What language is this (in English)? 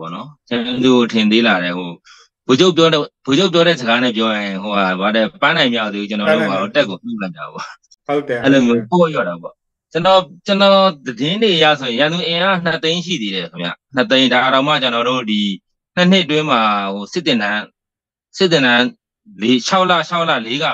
Burmese